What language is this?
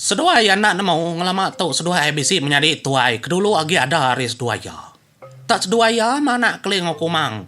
Iban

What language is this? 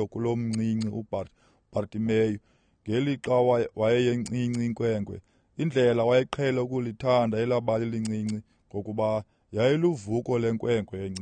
Xhosa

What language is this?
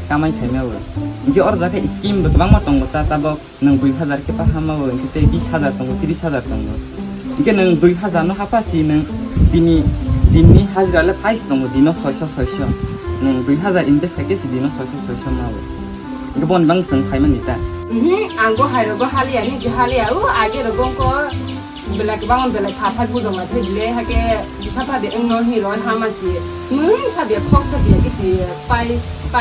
Kok Borok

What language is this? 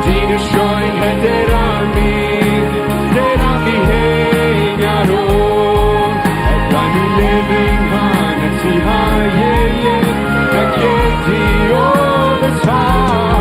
Plautdietsch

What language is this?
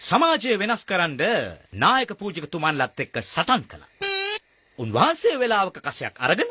Sinhala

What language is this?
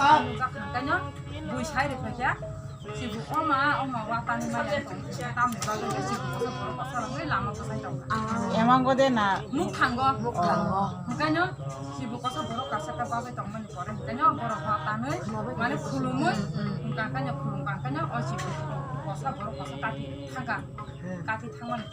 Kok Borok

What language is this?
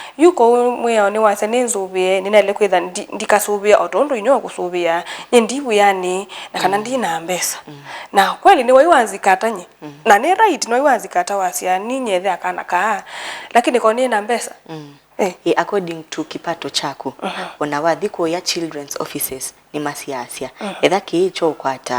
Kamba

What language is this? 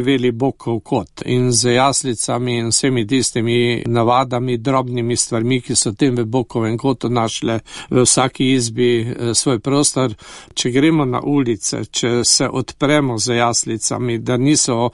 Slovenian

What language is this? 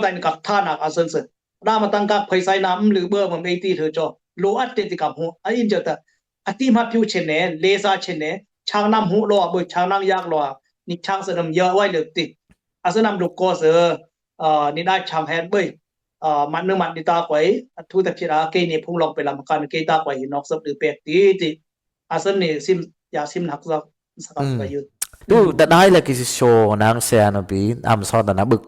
Dimasa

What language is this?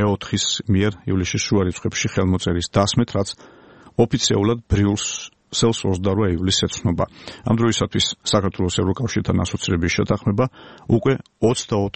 Georgian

